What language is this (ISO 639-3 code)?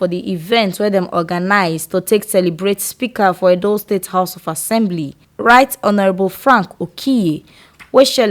pcm